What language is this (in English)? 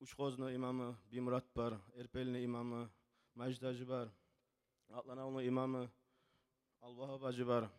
Kumyk